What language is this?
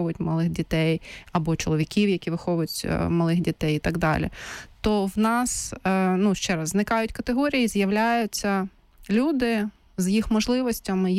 Ukrainian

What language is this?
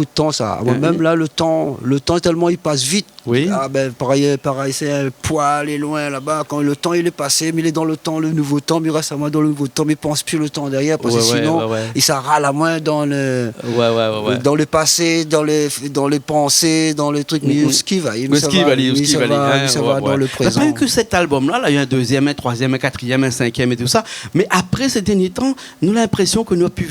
Réunion Creole French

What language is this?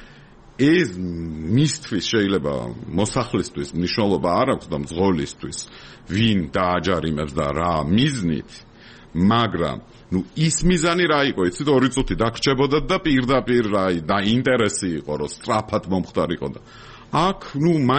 Georgian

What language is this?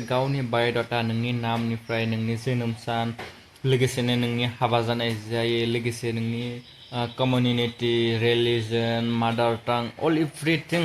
Bodo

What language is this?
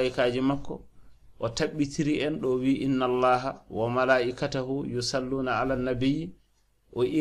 Fula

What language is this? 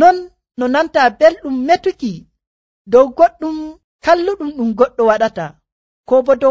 Nigerian Fulfulde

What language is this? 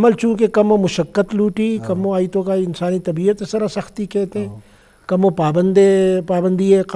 Eastern Balochi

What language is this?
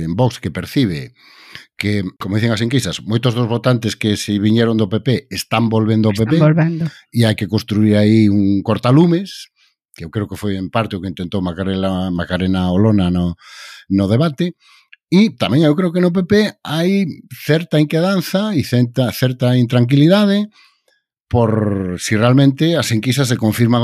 Galician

